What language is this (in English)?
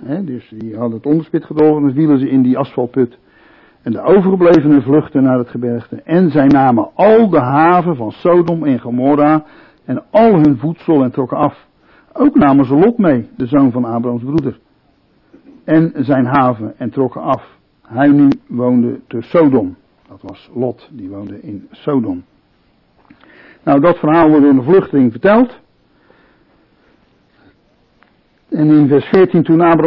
Dutch